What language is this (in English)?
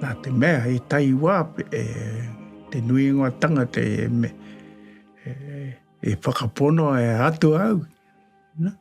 Māori